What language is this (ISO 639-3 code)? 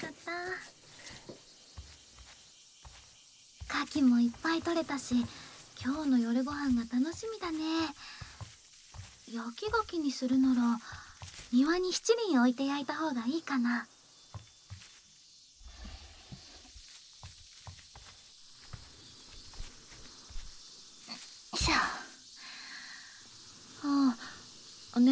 jpn